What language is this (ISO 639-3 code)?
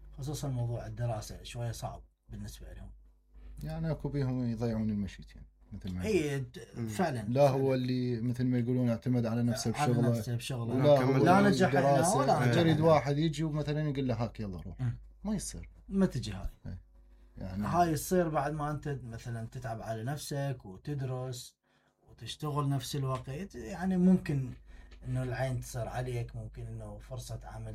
acm